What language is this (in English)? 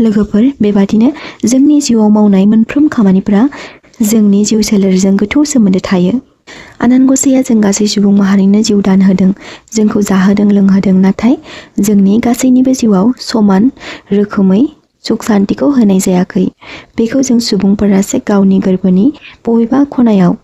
Bodo